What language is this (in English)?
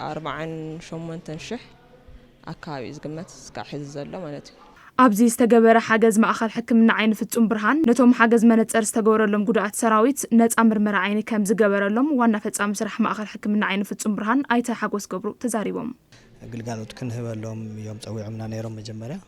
Tigrinya